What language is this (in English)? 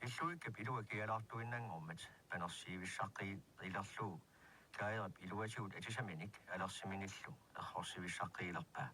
Kalaallisut